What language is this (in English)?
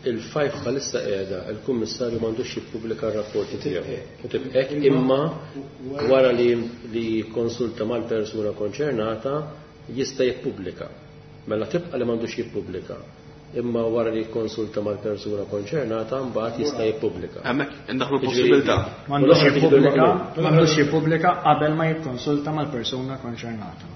Maltese